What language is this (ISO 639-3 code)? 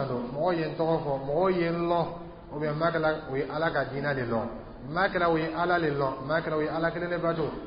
dyu